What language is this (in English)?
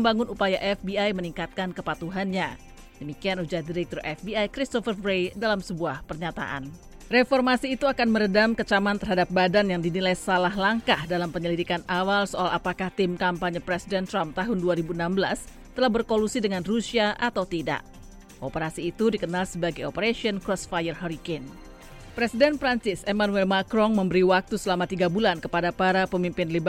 Indonesian